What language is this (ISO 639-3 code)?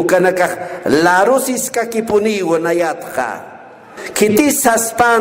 aym